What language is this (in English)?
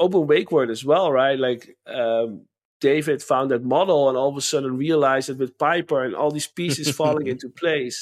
English